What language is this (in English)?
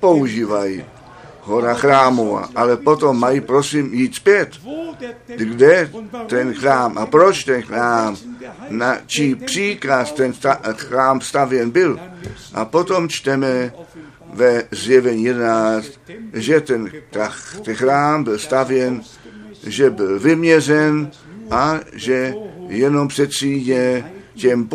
Czech